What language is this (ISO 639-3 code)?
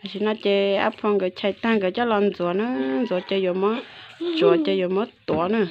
hmn